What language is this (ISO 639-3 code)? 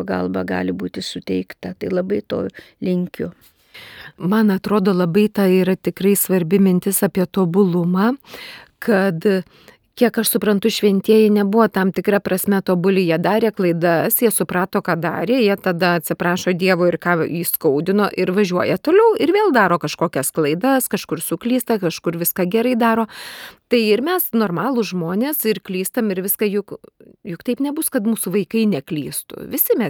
lit